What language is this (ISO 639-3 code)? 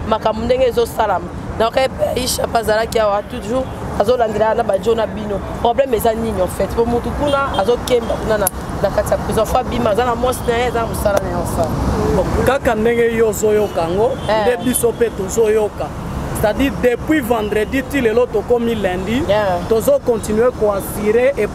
lin